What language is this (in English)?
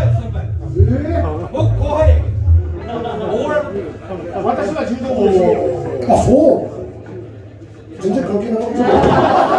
Japanese